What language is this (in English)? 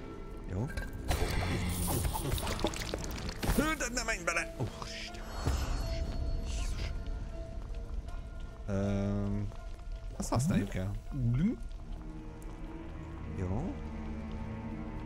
Hungarian